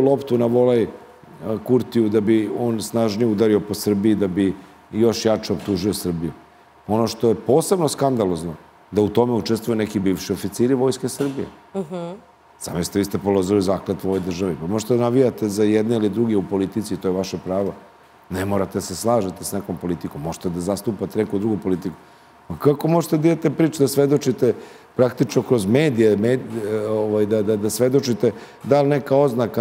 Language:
Serbian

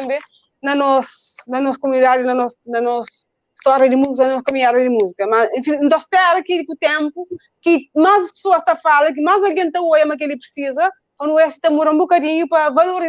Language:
Kabuverdianu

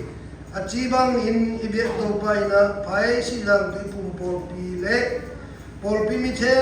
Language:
Siyin Chin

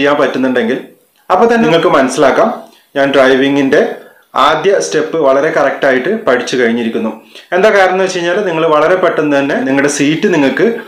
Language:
Malayalam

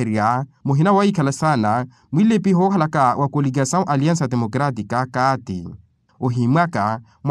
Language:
Makhuwa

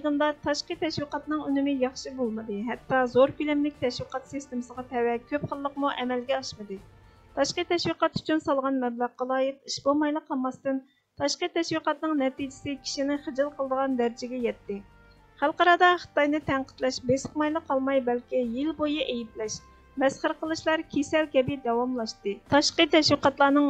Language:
Uyghur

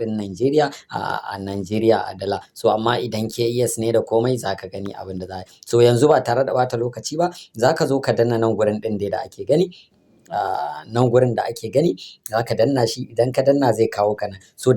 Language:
Hausa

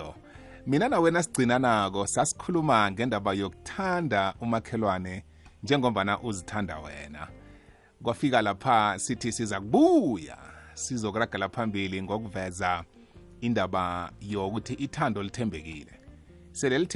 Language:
South Ndebele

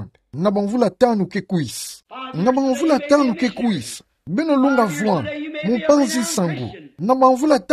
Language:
Kituba (Democratic Republic of Congo)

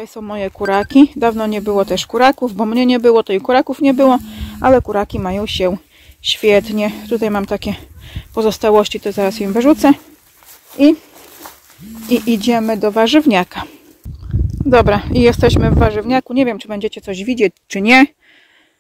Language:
Polish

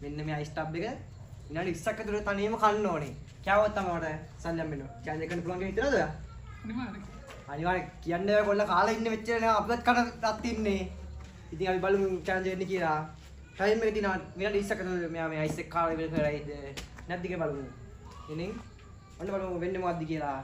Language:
Sinhala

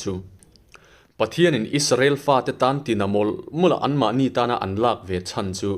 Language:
Mizo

